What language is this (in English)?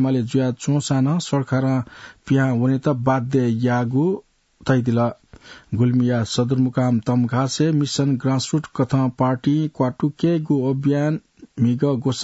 Newari